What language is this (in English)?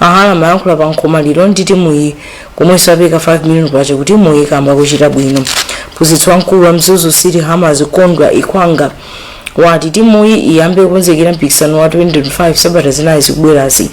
Nyanja